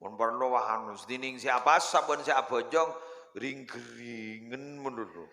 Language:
Madurese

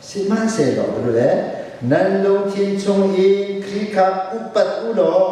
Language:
Hakha Chin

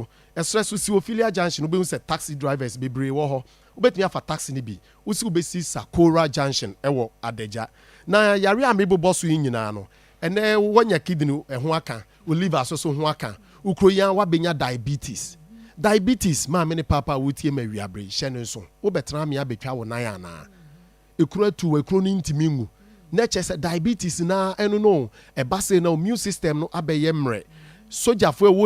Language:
Akan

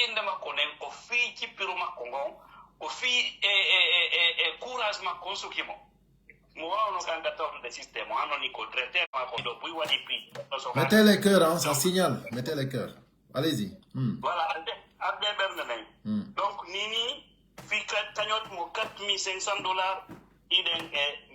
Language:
Pular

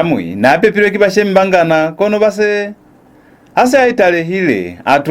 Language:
Lozi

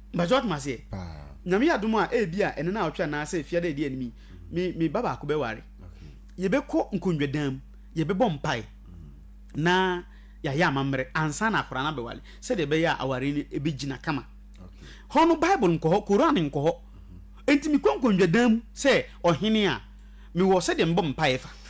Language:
Akan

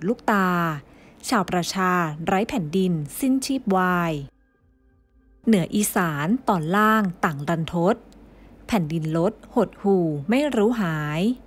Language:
Thai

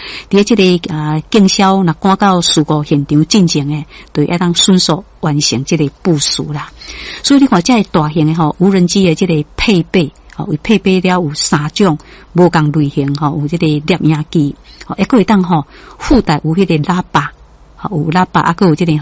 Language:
Min Nan Chinese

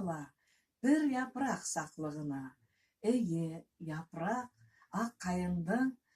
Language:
Bashkir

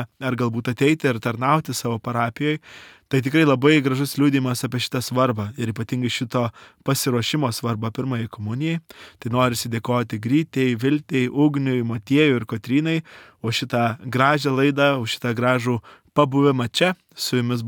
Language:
Lithuanian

